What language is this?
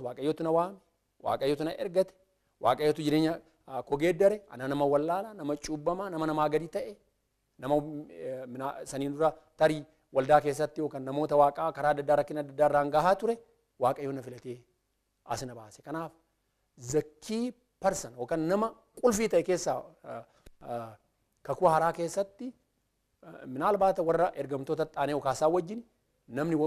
Oromo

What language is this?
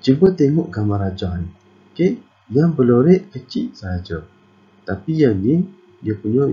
Malay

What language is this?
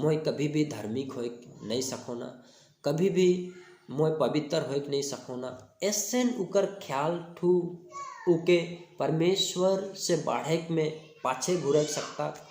Sadri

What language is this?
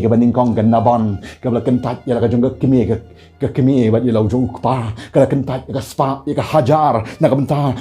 Khasi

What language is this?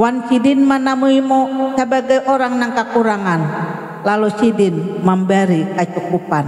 Banjar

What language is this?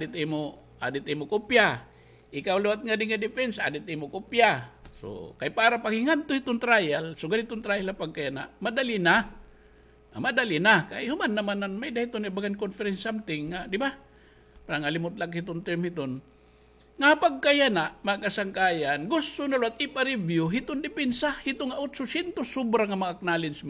Waray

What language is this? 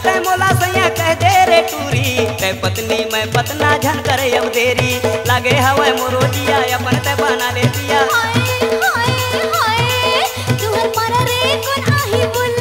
Chhattisgarhi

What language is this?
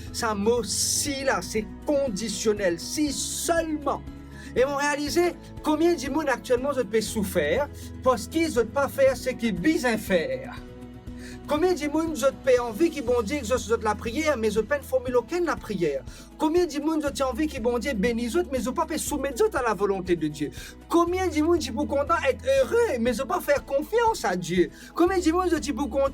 Morisyen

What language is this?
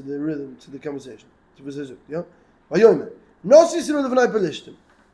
Yiddish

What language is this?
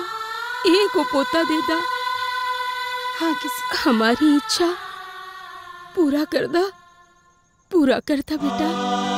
Bhojpuri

